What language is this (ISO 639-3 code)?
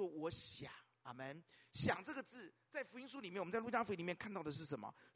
zho